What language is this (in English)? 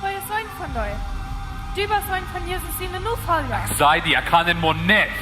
Plautdietsch